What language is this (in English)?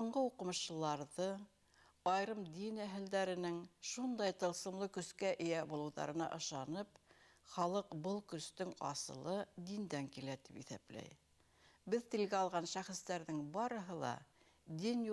Bashkir